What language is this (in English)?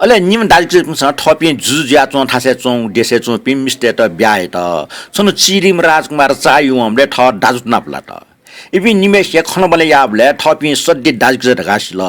Newari